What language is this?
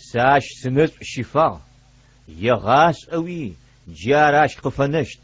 Adyghe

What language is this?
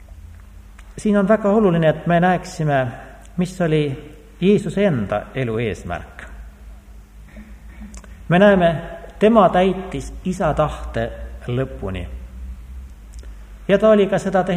Estonian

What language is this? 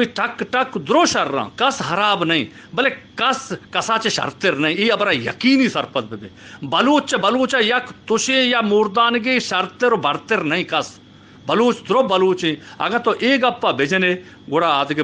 Baluchi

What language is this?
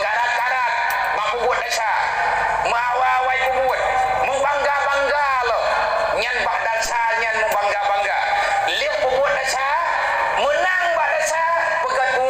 Achinese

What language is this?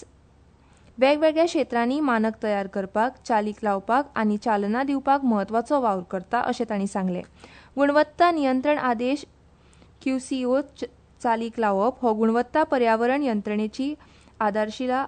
Konkani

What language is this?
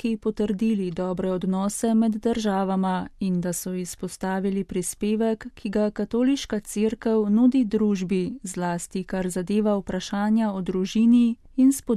Slovenian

